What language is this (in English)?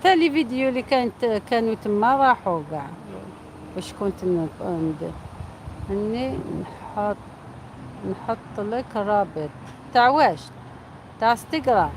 Algerian Arabic